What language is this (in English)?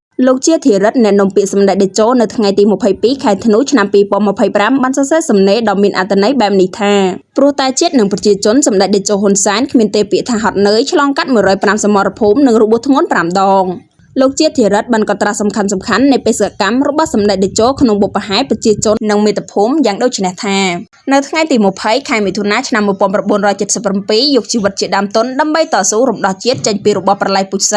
Khmer